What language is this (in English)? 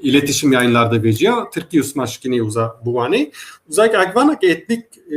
Zaza